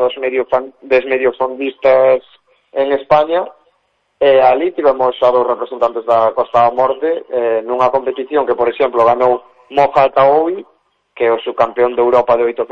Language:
Galician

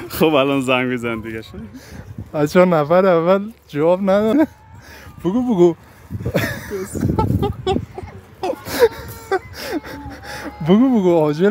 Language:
Persian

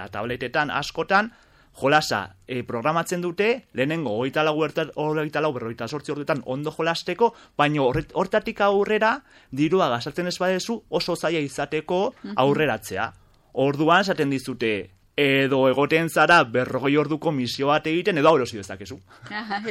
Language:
Basque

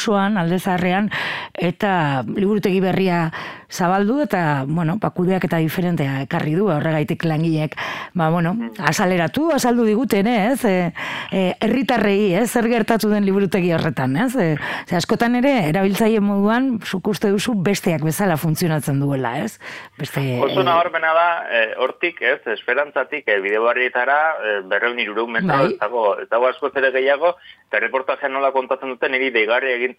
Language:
Basque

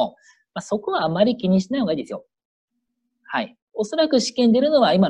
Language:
Japanese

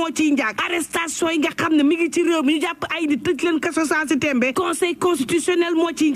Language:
Wolof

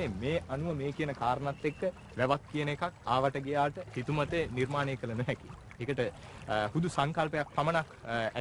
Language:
Sinhala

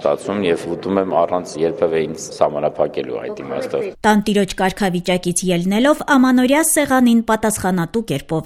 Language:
Armenian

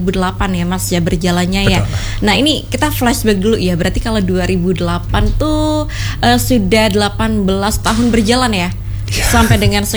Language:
Indonesian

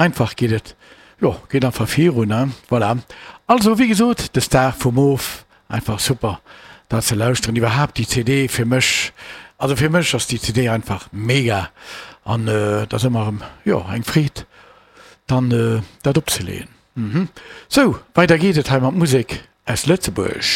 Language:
Luxembourgish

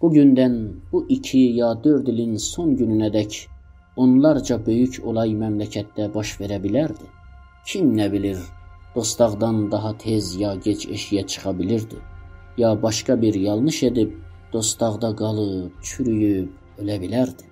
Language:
South Azerbaijani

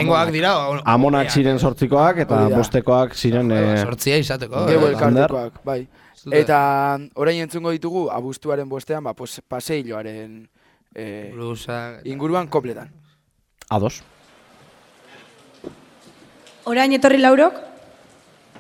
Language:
Basque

